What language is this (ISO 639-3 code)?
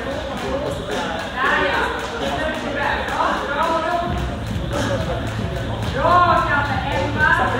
swe